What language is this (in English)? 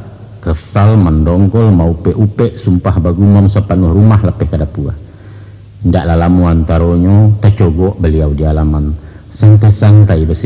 Minangkabau